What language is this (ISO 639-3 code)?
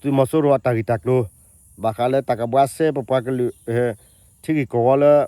ksw